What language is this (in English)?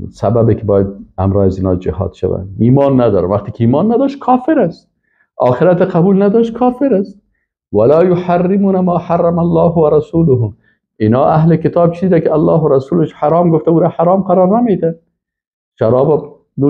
Persian